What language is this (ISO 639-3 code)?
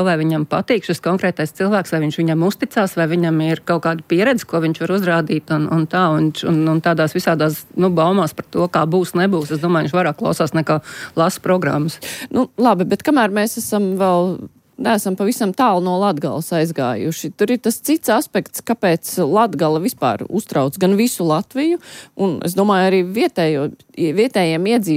lav